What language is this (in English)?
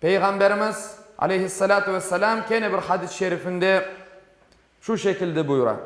Crimean Tatar